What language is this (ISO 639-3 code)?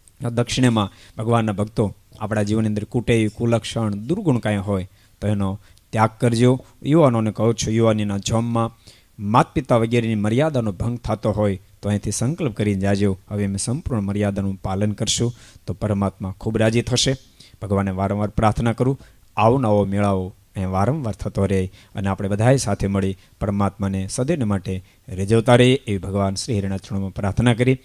guj